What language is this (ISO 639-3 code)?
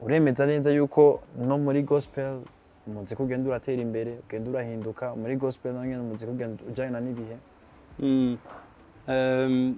run